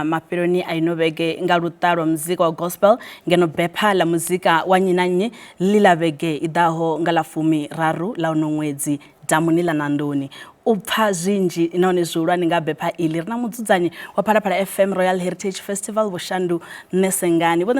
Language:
Venda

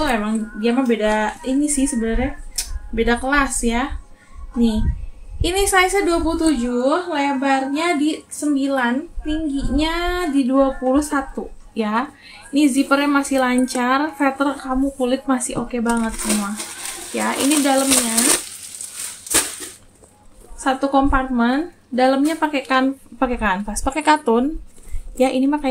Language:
Indonesian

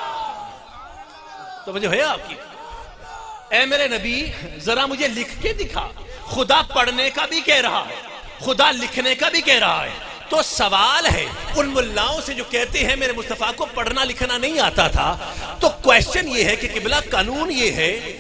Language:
Urdu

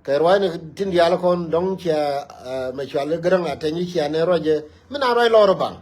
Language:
Nuer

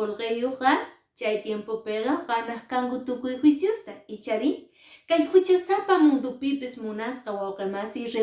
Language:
Quechua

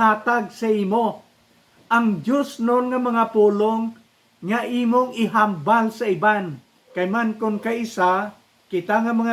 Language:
Hiligaynon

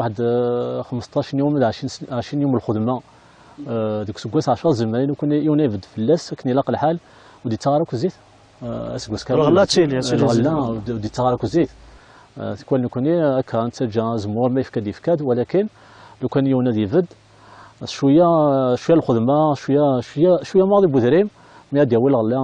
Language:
Kabyle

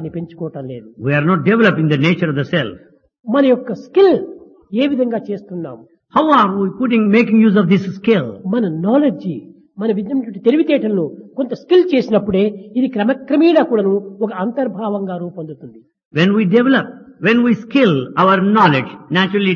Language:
Telugu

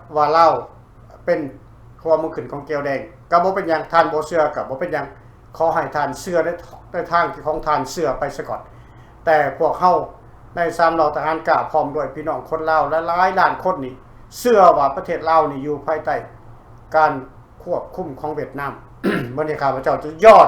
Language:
Lao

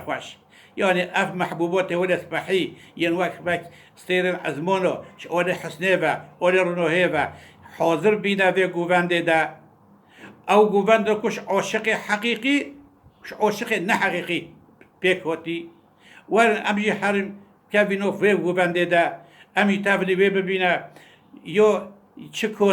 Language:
Kurdish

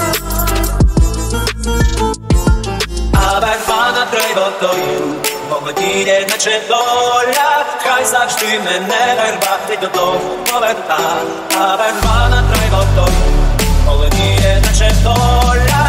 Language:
Ukrainian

